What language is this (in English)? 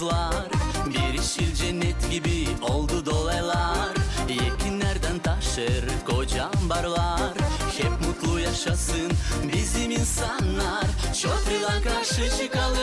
Gagauz